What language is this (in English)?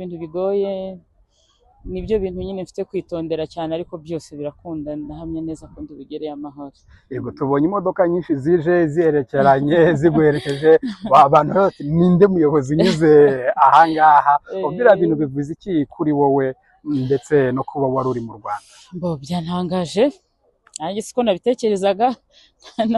Kinyarwanda